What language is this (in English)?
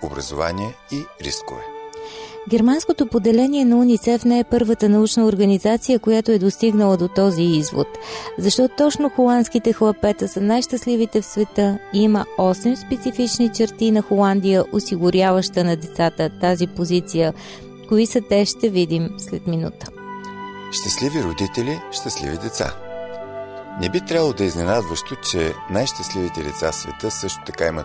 Bulgarian